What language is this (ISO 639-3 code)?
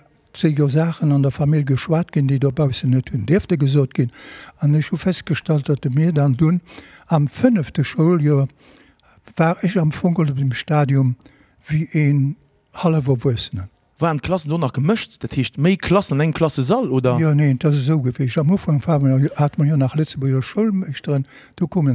ltz